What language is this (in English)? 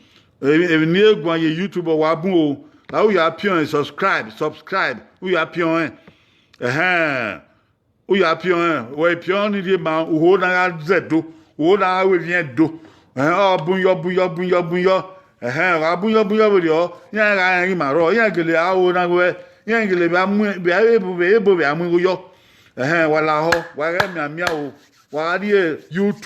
Bini